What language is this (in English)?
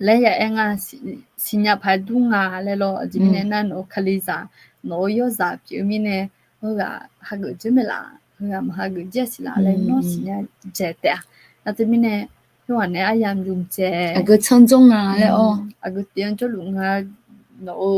Akha